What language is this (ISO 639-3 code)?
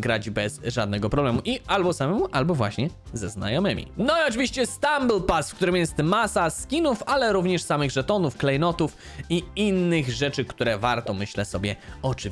pol